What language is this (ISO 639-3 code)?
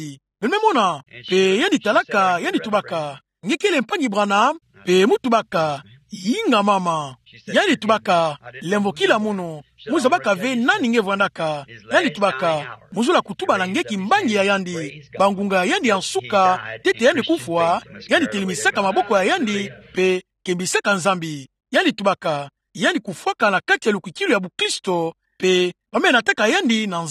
ktu